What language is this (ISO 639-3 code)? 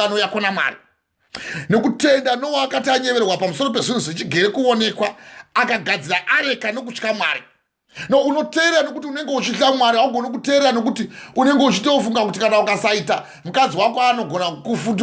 sna